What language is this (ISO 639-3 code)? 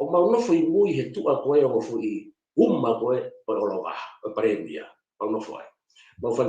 ton